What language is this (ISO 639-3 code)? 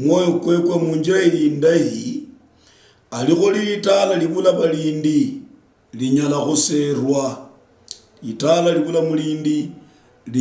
luy